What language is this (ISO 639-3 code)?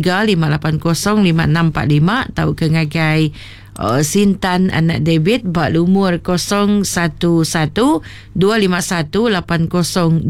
iba